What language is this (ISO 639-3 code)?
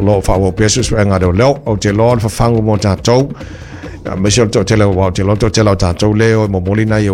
smo